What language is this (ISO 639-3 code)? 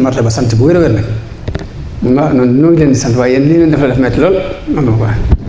wol